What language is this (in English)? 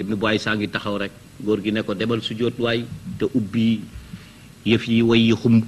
Wolof